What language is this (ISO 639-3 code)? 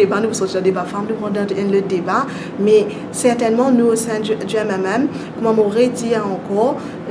mfe